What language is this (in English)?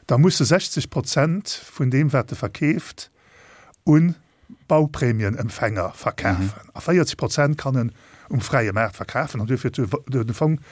Luxembourgish